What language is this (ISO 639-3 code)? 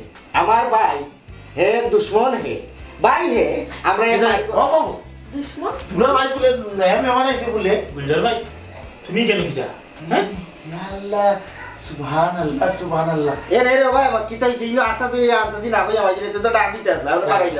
syl